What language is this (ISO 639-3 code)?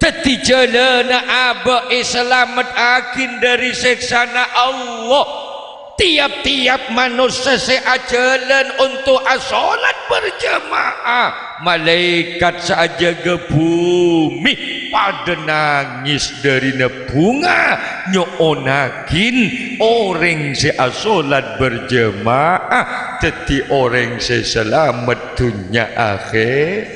mad